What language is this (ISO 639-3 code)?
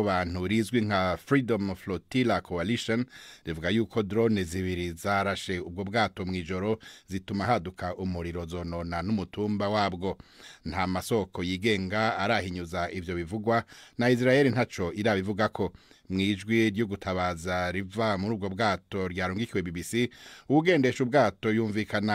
run